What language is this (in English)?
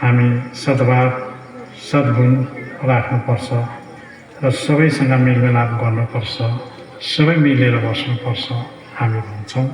Nepali